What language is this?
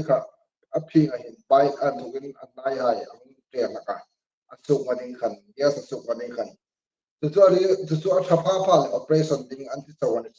Hmar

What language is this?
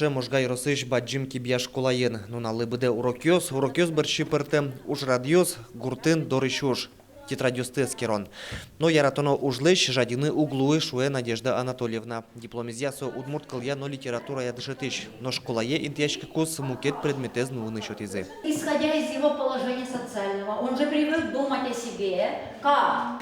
Udmurt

